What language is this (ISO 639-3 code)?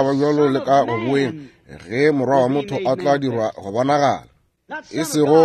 nso